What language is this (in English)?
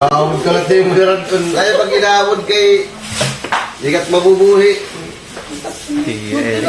Waray